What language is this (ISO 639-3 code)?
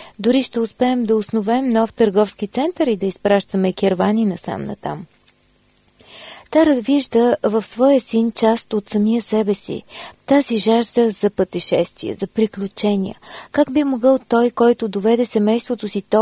bul